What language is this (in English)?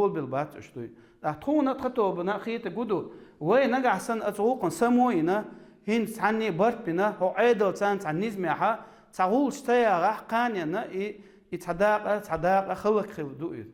Chechen